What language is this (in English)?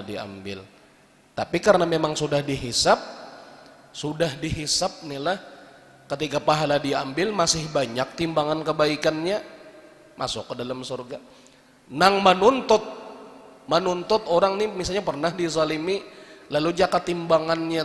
Banjar